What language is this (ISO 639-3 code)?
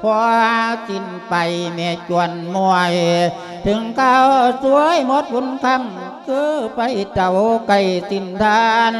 lao